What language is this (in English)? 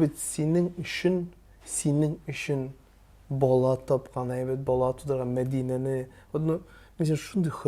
Tatar